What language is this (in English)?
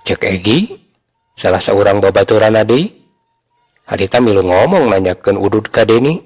Sundanese